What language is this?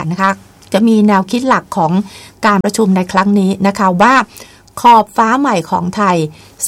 Thai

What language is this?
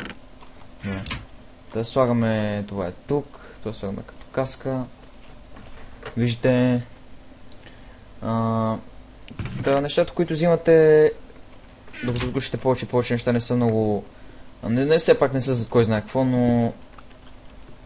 Bulgarian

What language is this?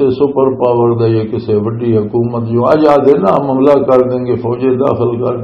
Western Panjabi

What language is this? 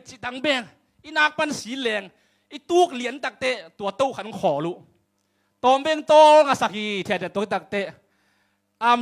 Tedim Chin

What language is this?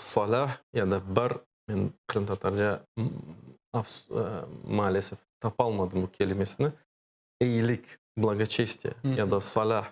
Crimean Tatar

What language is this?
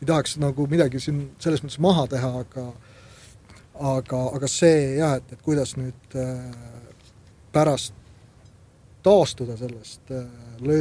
Estonian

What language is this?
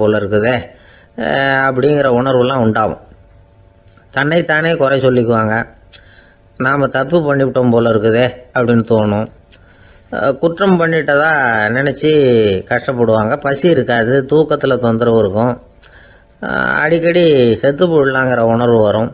Tamil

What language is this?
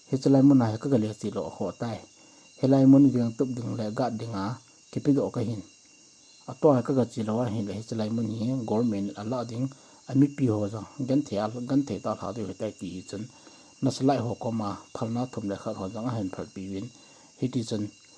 Thado Chin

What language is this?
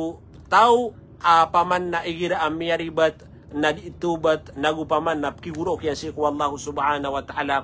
Maranao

